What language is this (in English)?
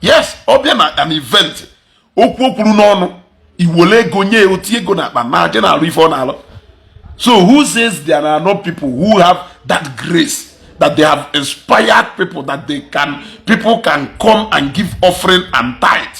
Igbo